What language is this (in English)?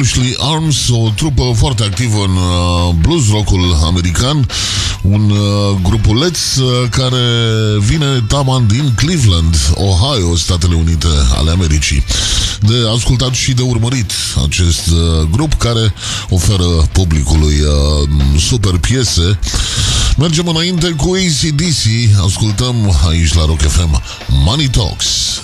Romanian